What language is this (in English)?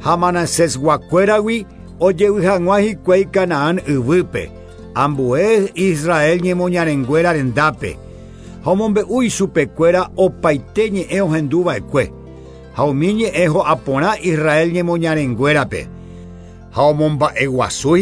Guarani